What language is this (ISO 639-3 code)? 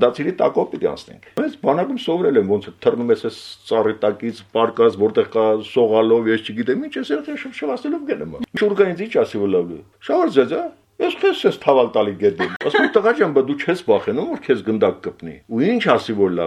hye